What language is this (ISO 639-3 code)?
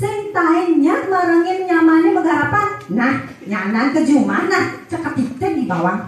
ban